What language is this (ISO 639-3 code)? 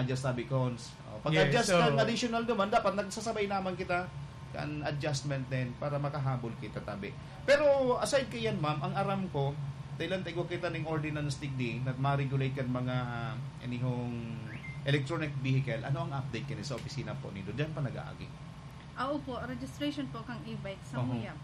bik